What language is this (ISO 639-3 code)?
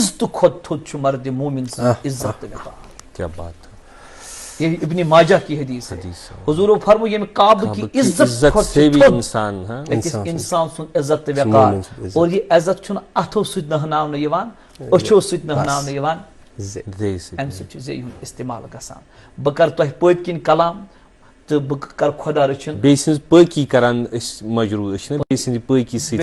kas